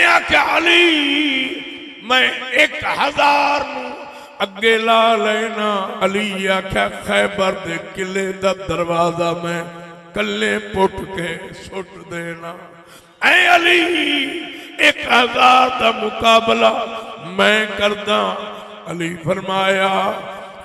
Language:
Saraiki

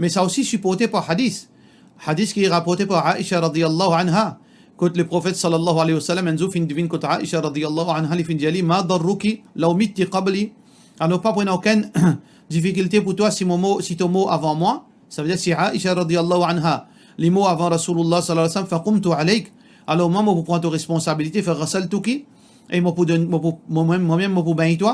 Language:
Morisyen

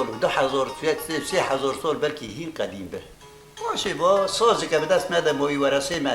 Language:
Kurdish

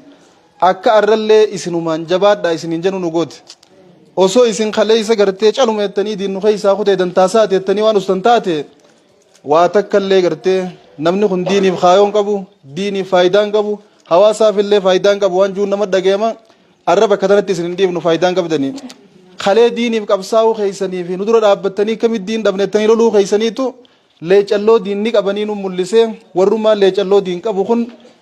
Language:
Oromo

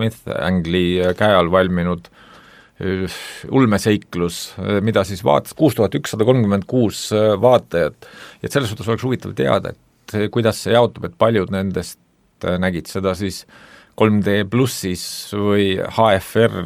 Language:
Estonian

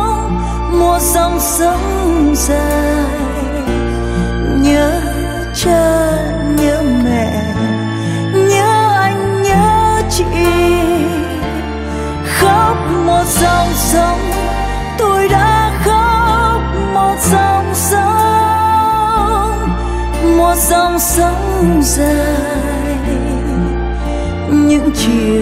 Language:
Vietnamese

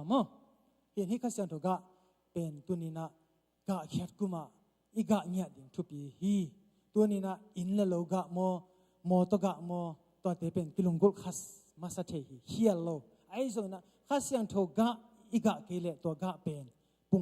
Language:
Tedim Chin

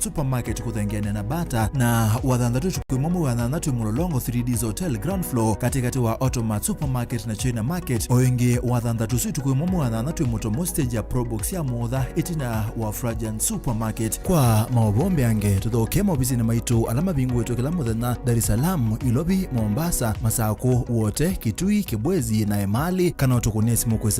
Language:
Kamba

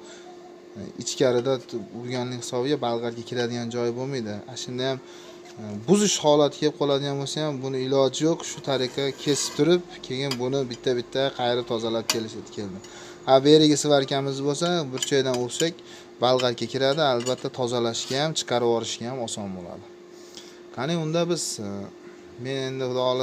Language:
Uzbek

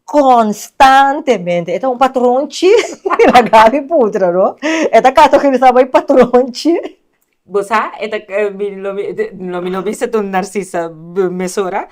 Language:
Papiamento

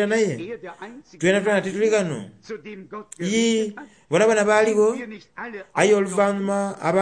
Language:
Soga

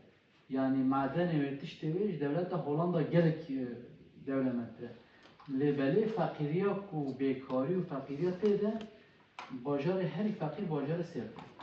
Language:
Kurdish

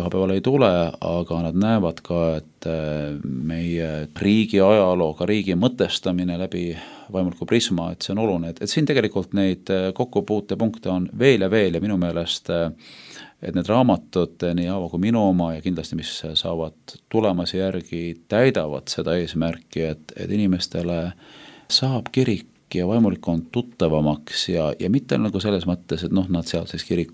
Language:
Estonian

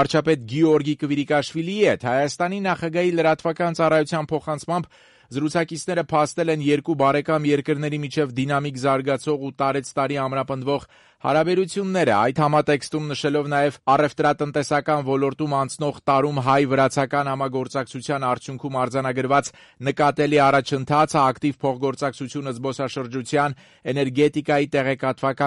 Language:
Armenian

